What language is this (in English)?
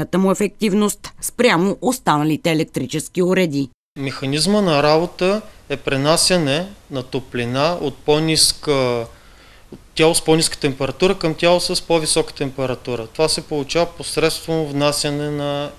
Bulgarian